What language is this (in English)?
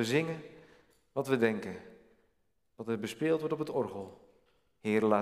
Dutch